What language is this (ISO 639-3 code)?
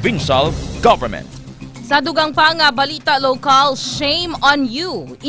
hil